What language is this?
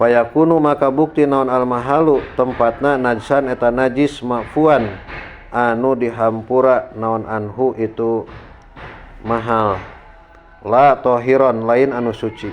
Sundanese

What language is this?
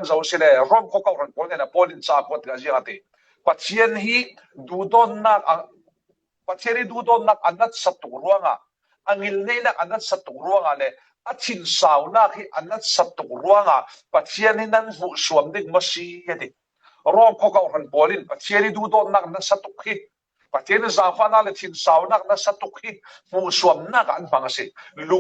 Falam Chin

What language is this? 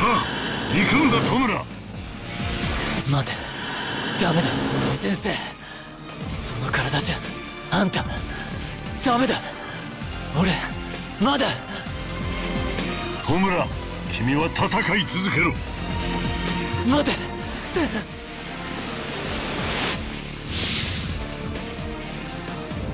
Japanese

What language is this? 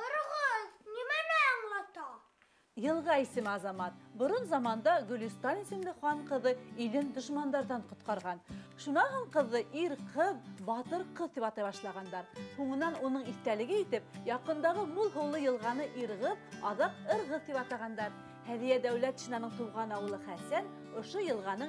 Bashkir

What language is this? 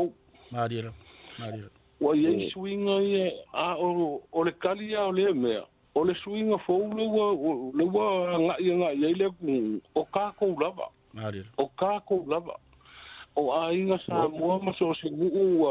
Samoan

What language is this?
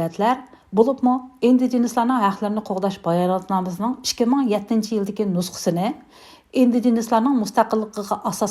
Uyghur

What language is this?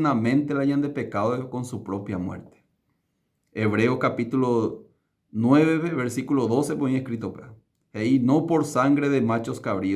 Guarani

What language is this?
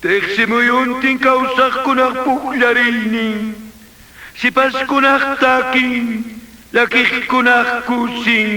Quechua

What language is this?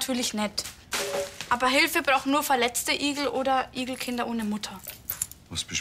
Bavarian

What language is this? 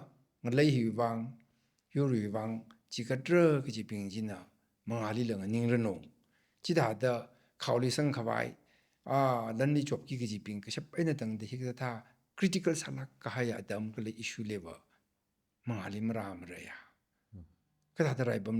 Tangkhul Naga (India)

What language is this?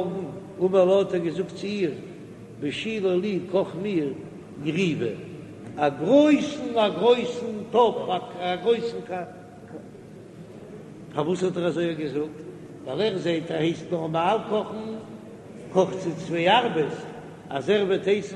Yiddish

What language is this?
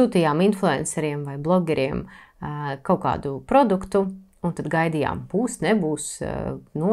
Latvian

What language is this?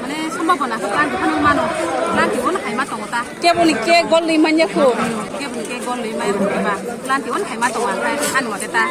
Kok Borok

